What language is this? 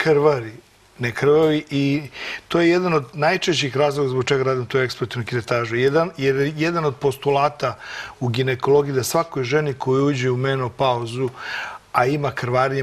Serbian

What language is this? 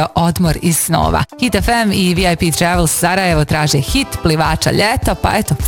Bosnian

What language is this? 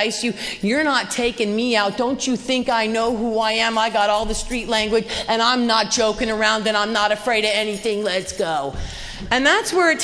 English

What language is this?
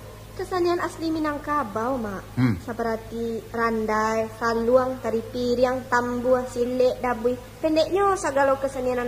Minangkabau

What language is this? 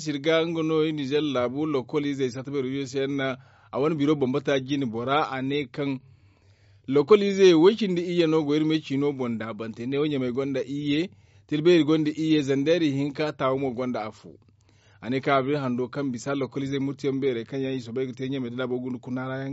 Zarma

